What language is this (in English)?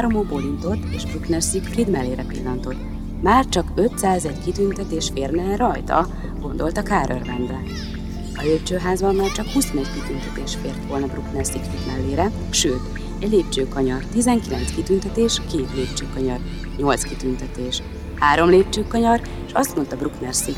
Hungarian